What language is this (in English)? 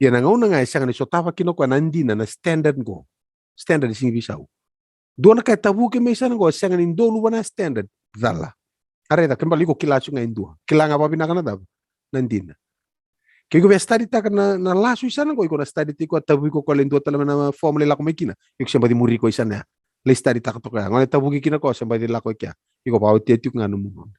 Fijian